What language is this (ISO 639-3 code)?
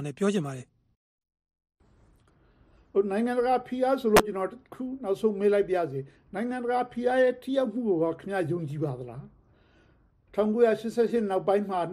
mya